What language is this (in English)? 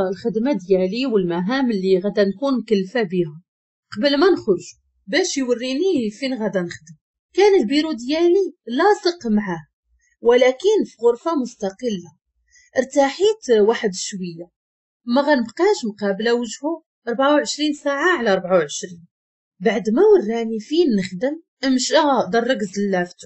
Moroccan Arabic